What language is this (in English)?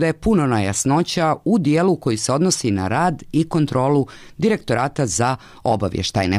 Bosnian